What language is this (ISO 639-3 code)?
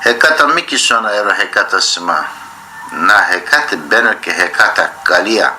zza